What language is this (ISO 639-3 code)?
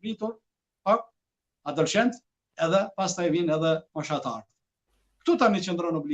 sqi